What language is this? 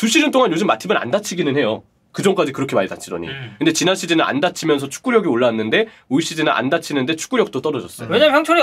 Korean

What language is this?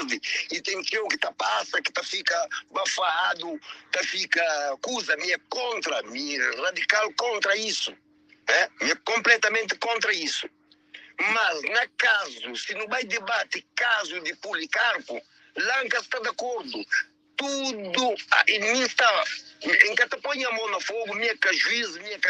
Kabuverdianu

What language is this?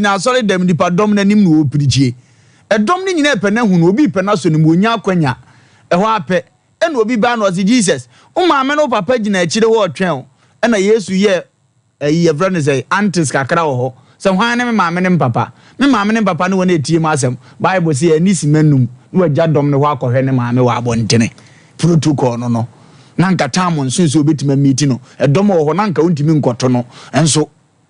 Akan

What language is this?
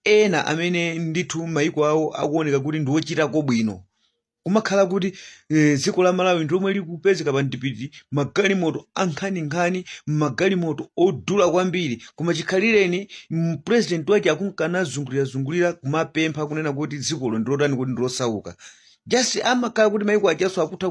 Nyanja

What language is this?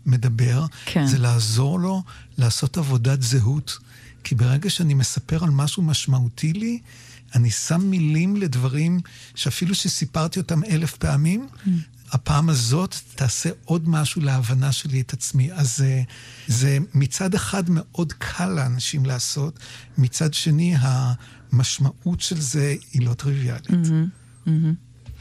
Hebrew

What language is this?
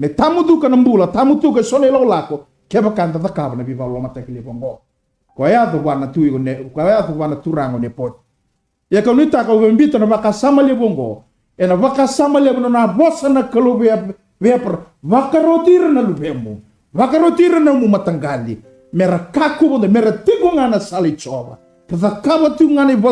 Fijian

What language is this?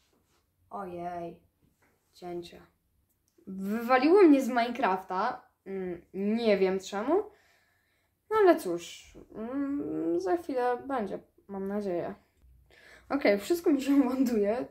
Polish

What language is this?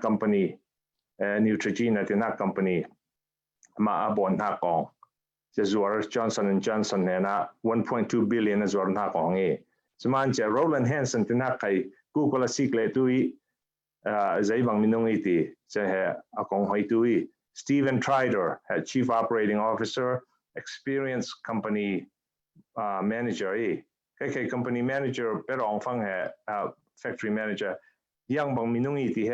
Falam Chin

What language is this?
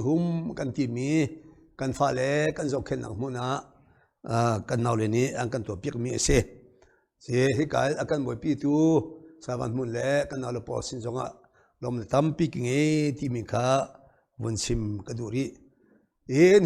Hakha Chin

